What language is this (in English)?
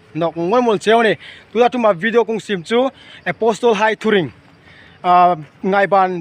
Hmar